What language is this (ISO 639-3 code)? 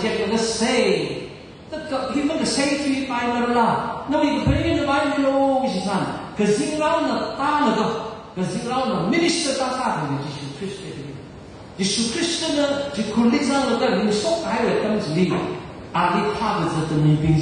nmf